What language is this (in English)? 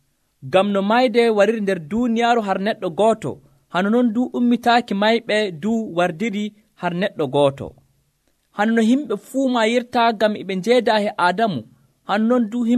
Nigerian Fulfulde